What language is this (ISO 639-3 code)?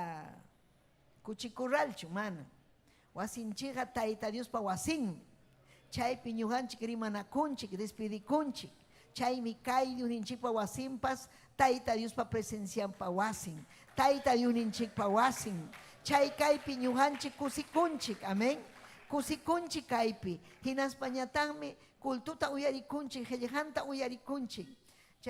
quy